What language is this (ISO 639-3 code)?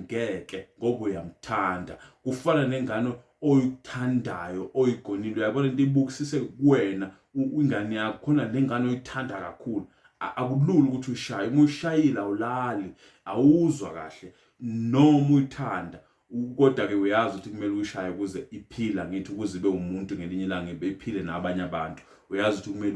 zul